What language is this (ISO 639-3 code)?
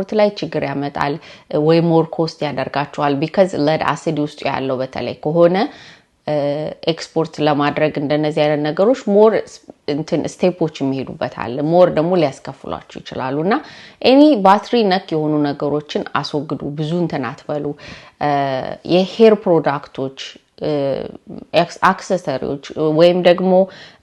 amh